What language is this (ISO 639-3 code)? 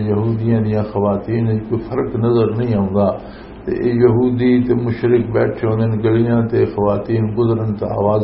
lah